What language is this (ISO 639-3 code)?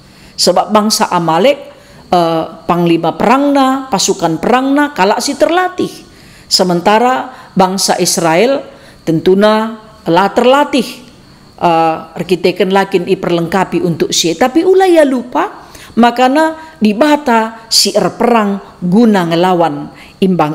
btx